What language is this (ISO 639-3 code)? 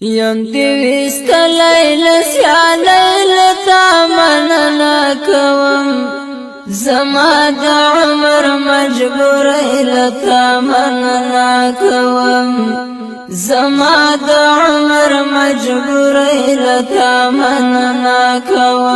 pus